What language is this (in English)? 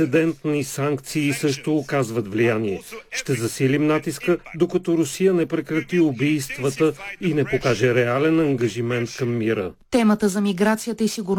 Bulgarian